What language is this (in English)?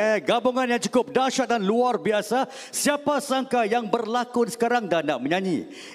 Malay